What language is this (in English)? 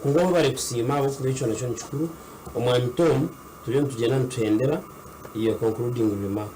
Nyankole